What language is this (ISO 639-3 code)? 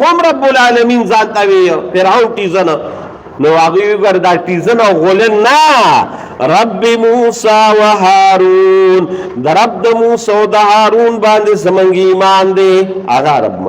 pus